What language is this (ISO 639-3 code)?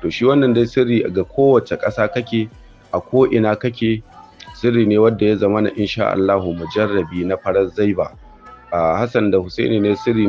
hau